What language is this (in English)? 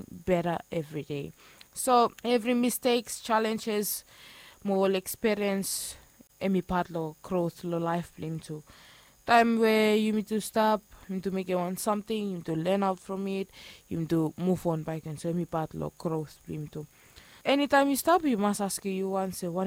Bislama